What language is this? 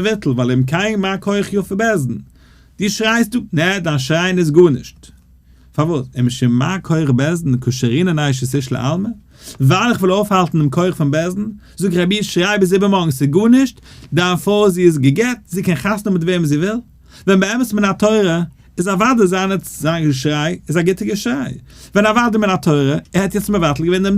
Yiddish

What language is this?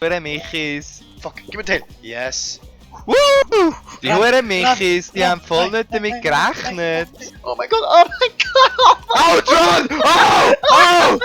Swiss German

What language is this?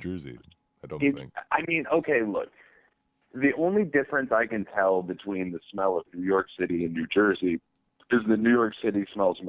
English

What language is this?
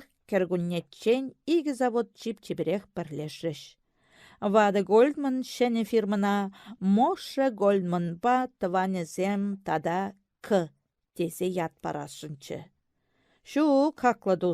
Chuvash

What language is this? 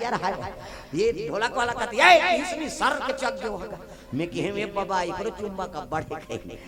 Chhattisgarhi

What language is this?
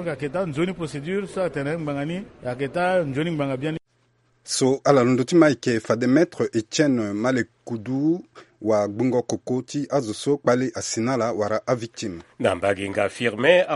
Sango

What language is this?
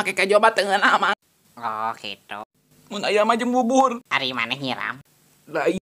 Sundanese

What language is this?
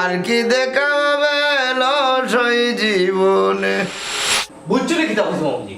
Sylheti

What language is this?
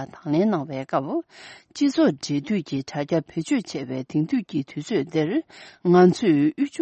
Tibetan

